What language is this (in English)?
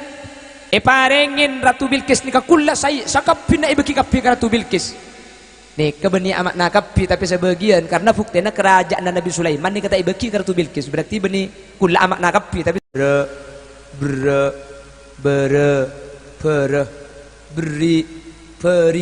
Madurese